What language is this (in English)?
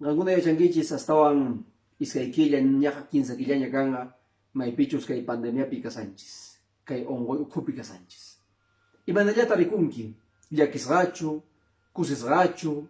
Quechua